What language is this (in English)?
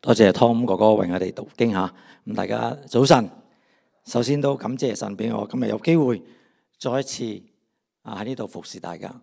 Cantonese